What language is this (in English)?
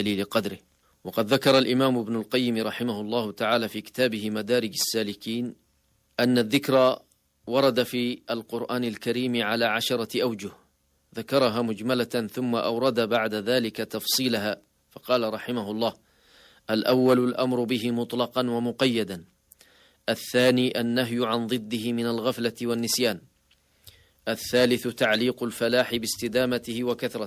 Arabic